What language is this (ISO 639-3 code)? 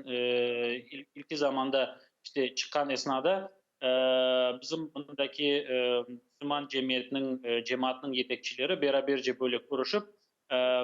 crh